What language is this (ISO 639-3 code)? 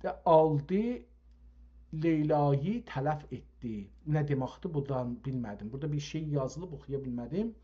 azb